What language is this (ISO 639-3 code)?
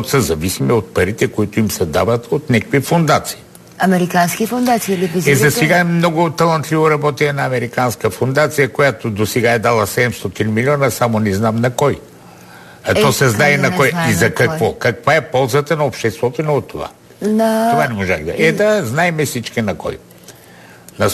bul